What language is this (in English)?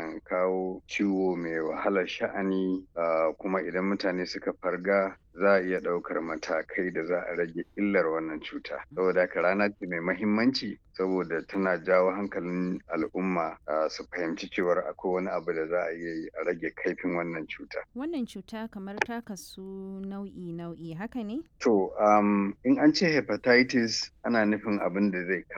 Hausa